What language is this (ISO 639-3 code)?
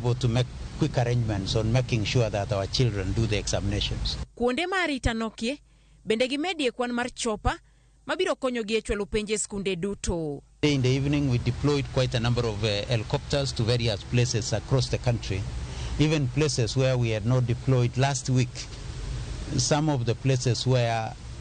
luo